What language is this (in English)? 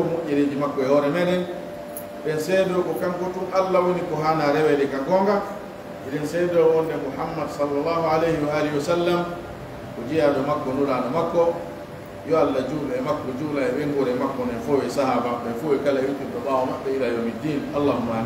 Pular